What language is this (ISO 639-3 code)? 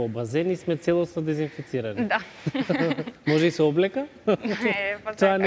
mkd